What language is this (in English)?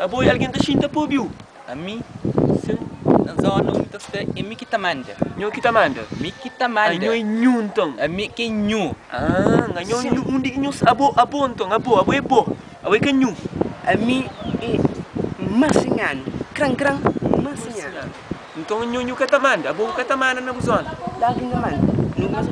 Kabuverdianu